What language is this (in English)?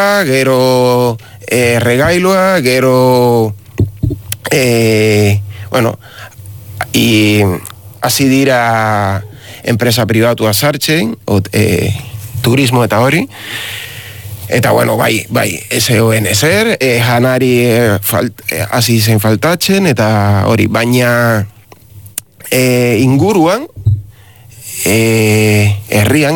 Basque